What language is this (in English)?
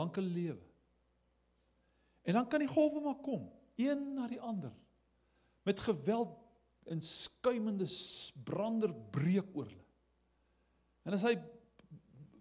Afrikaans